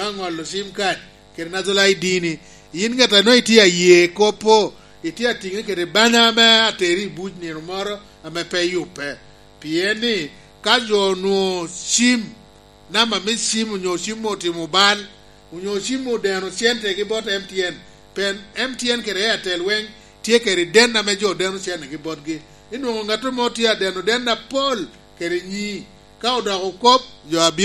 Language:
Lango (Uganda)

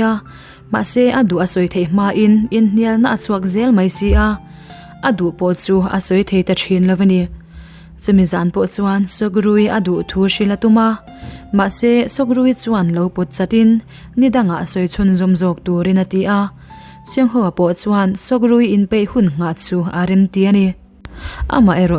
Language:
Mizo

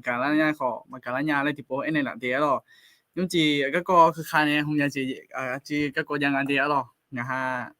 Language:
Akha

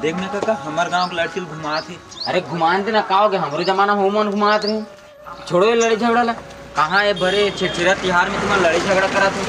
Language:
Chhattisgarhi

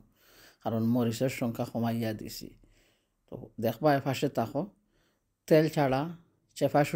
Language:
Sylheti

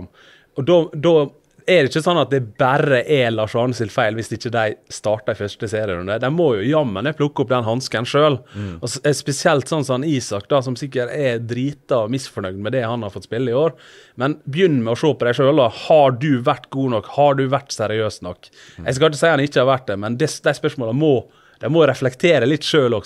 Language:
Norwegian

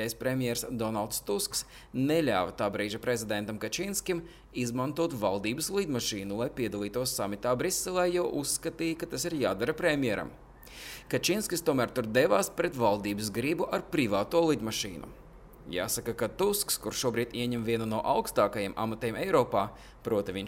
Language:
Latvian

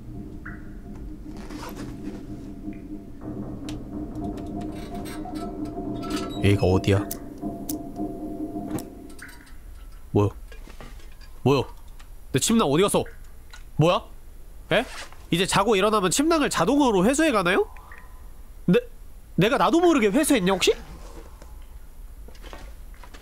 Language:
Korean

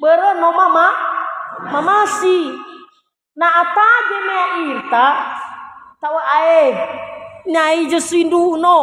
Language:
Nias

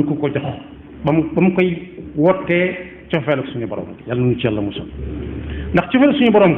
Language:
Wolof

